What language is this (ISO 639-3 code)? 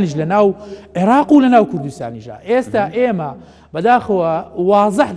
ckb